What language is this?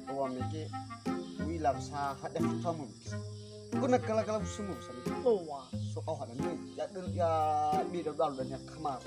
Nias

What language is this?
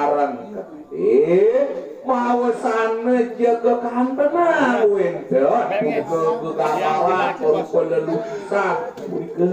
Balinese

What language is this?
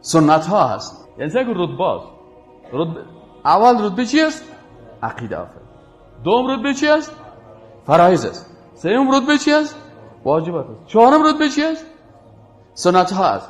Persian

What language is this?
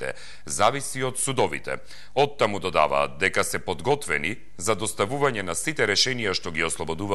Macedonian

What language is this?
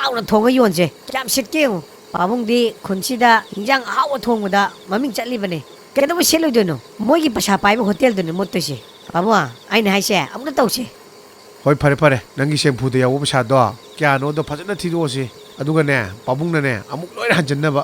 Manipuri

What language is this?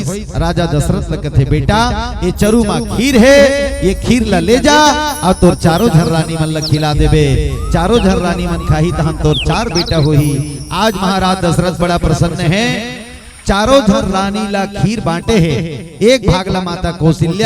Chhattisgarhi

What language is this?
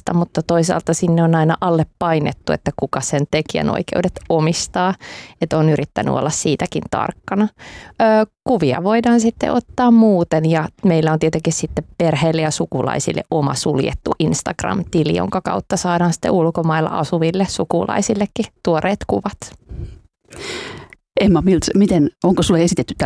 Finnish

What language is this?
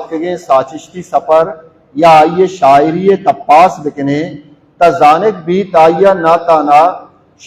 Baluchi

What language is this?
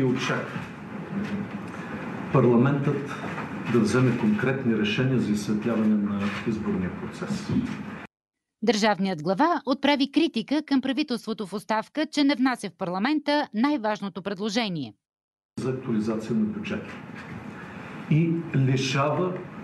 Bulgarian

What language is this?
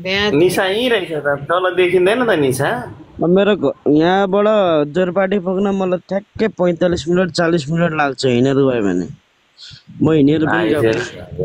Nepali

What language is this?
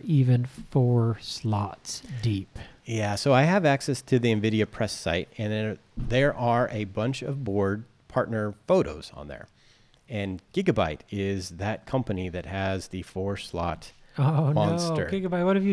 English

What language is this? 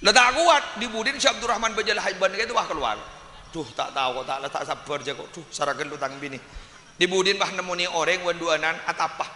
Madurese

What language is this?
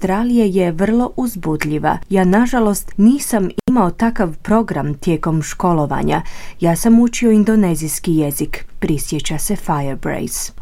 Croatian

